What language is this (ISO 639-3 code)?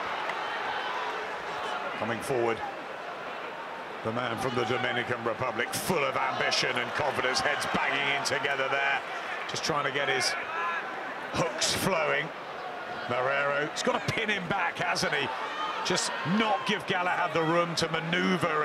eng